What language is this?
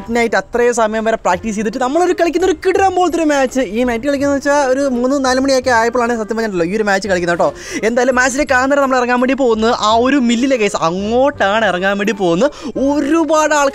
Malayalam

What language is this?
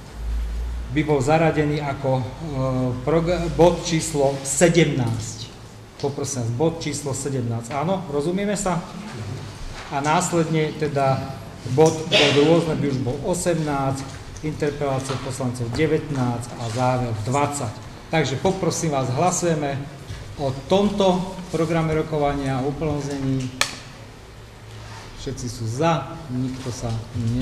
Slovak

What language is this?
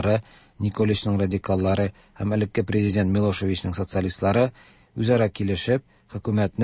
Tatar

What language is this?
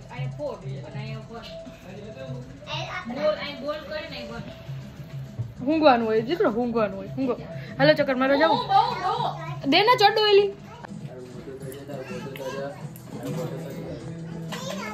Gujarati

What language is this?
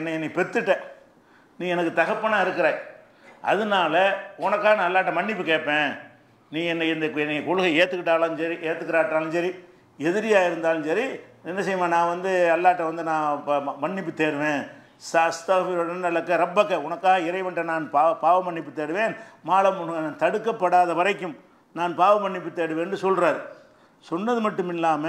Tamil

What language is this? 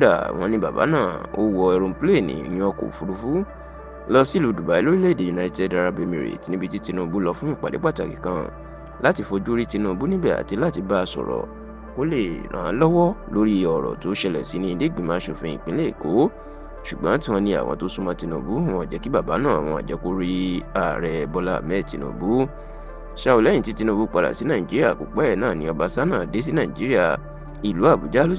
Yoruba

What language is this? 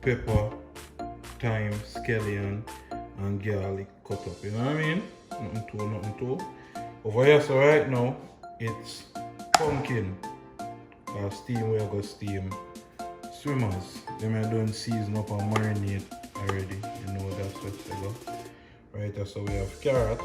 Jamaican Creole English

